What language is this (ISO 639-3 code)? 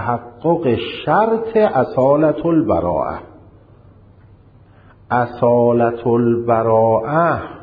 fas